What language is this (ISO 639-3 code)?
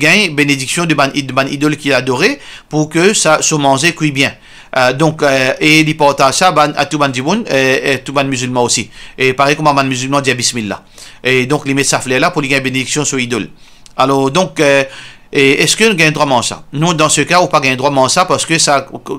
mfe